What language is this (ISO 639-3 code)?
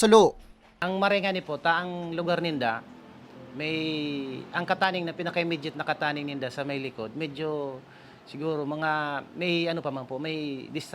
bik